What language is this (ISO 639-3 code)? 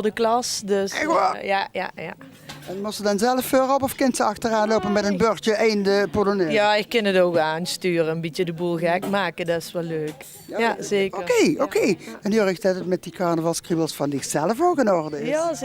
lim